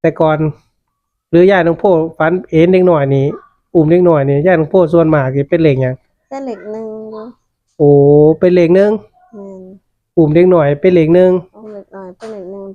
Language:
Northeastern Thai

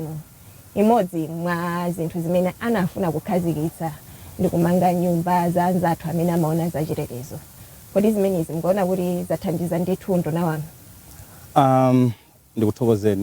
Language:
Nyanja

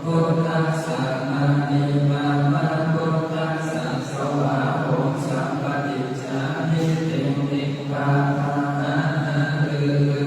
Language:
Pali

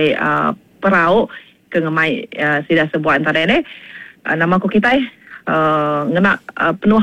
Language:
Iban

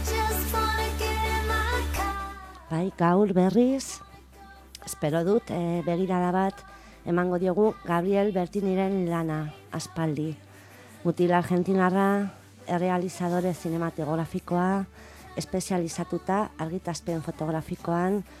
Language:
Basque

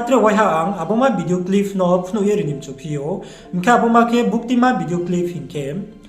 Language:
Riang (India)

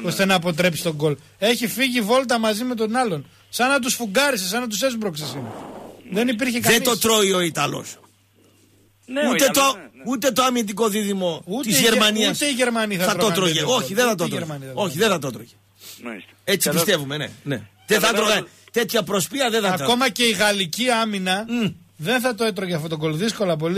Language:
Greek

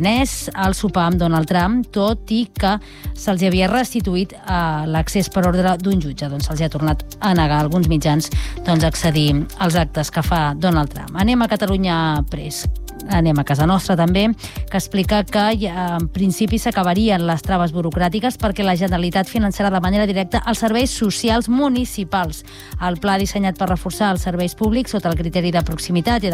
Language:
Catalan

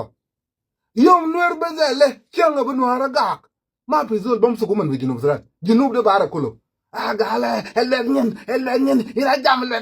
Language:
Nuer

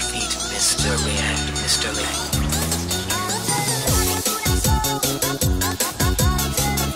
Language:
Chinese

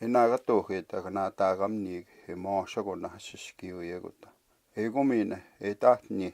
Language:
Plains Cree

